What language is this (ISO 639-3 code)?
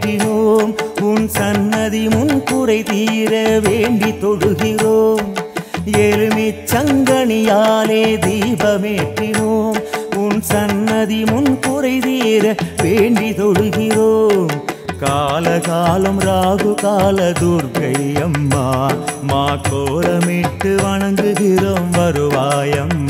tam